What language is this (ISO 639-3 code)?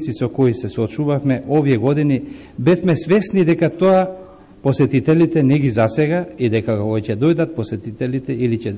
mkd